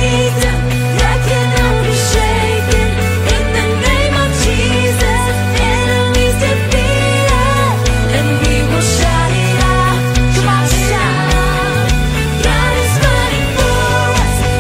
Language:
English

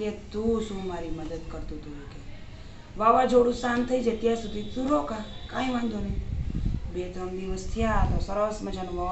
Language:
Gujarati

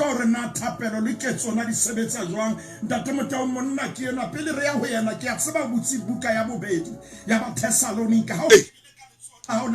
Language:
Southern Sotho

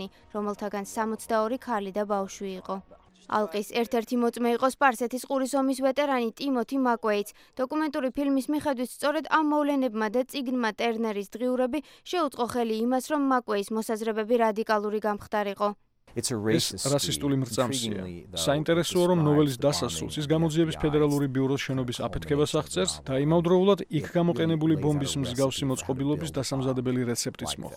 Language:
Georgian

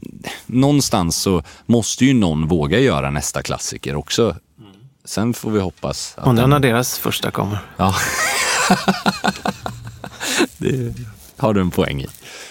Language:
Swedish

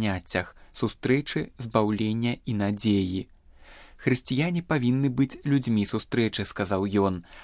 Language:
Belarusian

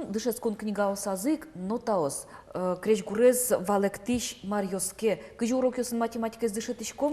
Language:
Udmurt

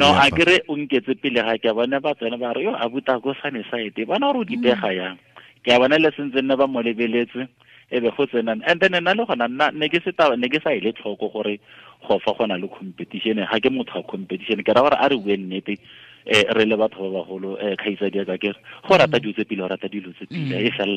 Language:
Tswana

